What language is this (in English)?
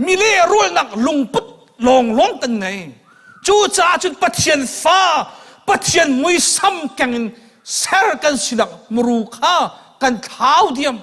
Hakha Chin